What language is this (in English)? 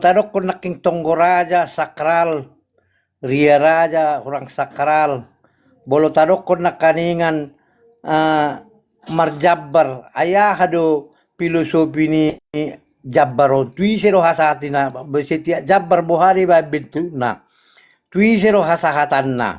Batak Toba